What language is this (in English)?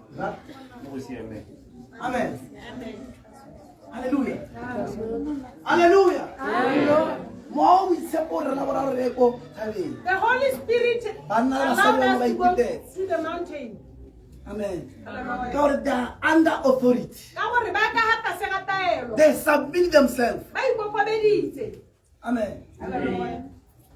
Tswana